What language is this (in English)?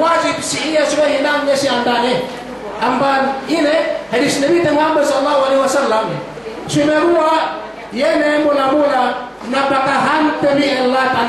Yakan